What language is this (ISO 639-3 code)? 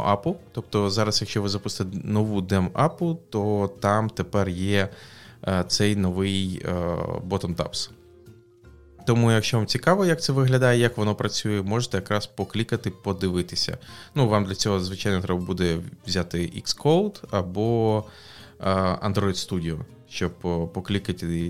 ukr